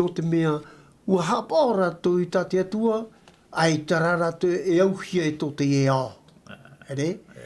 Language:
Tahitian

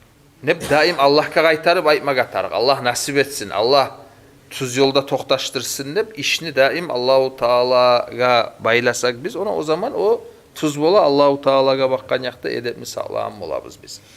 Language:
Kumyk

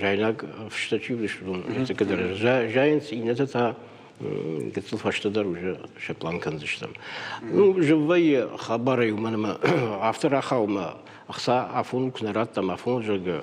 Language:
Ossetic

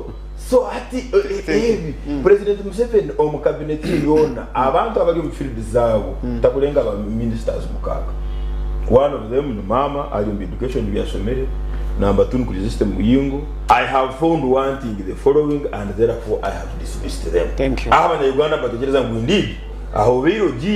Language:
Nyankole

